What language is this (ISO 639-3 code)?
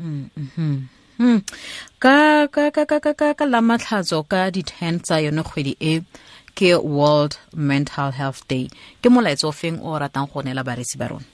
tsn